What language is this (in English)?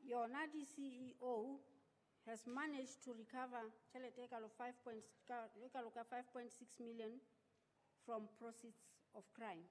Southern Sotho